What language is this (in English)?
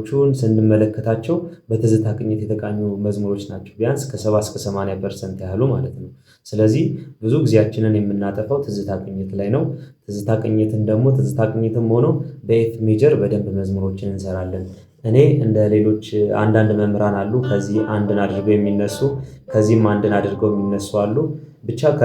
Amharic